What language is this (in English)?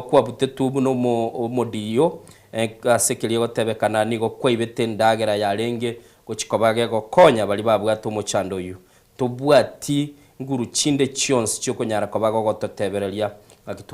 Gusii